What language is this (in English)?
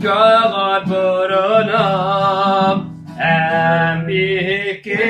Yakut